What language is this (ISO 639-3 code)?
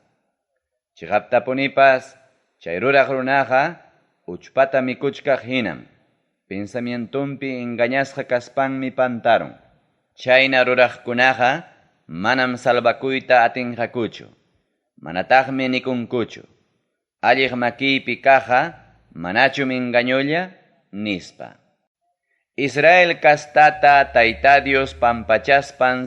quy